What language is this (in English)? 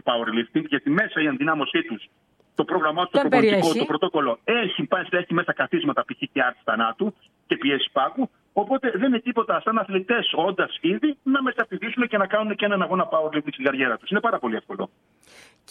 Greek